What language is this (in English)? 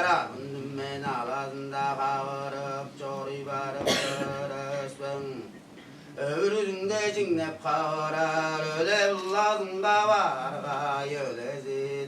Tuvinian